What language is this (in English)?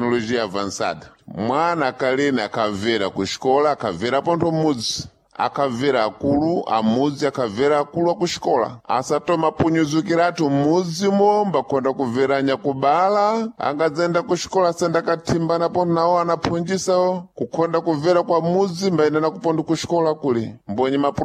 Sena